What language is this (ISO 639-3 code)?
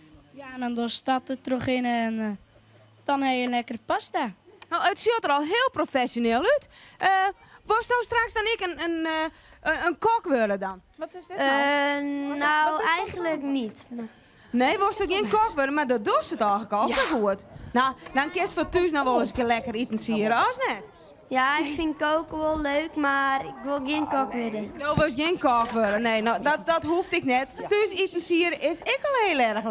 fry